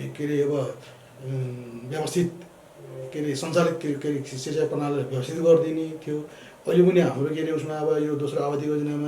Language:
Nepali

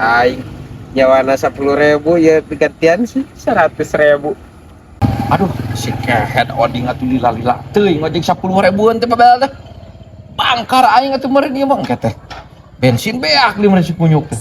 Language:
Sundanese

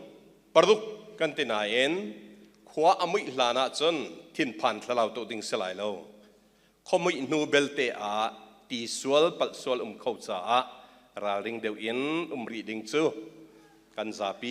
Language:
Hakha Chin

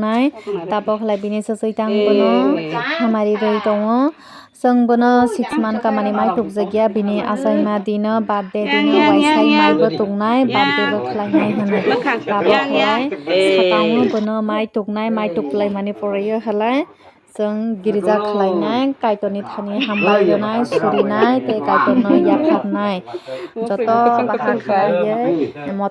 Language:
Kok Borok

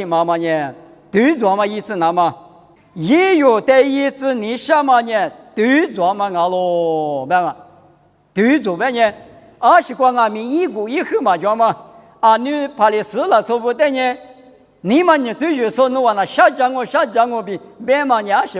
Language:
Lisu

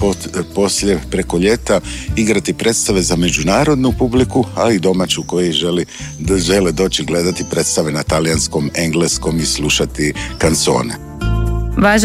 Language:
Croatian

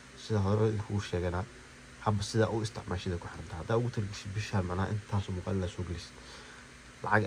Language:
Somali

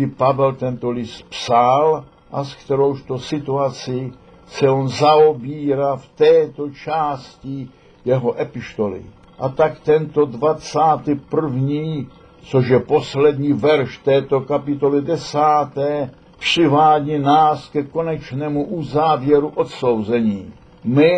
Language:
Czech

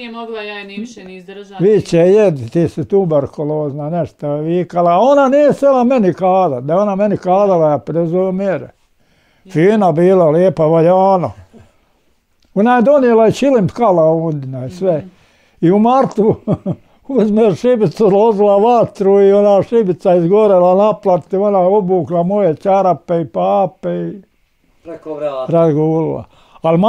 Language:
Bosnian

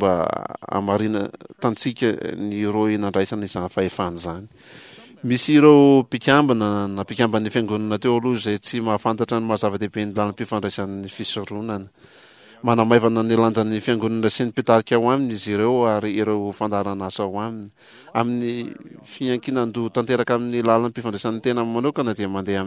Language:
Malagasy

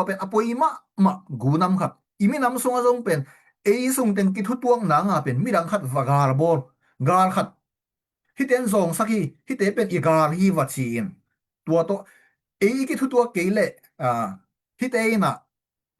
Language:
Tedim Chin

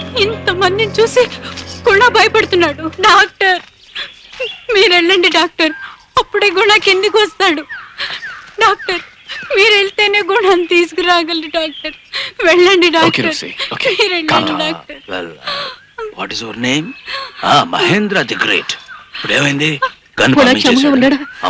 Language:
Telugu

